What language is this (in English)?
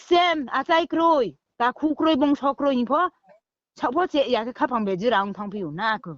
Riang (India)